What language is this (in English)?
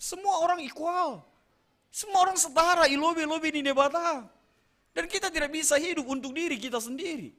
Batak Simalungun